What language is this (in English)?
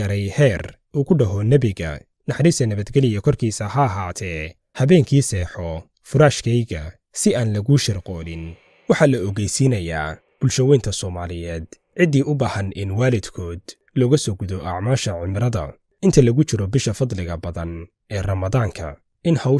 Somali